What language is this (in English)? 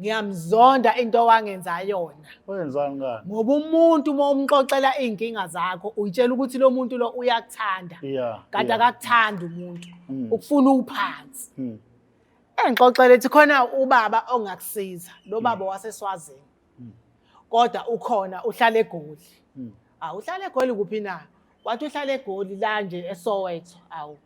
Zulu